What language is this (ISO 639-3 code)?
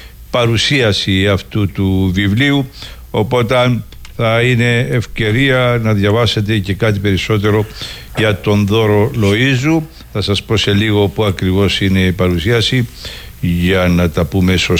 ell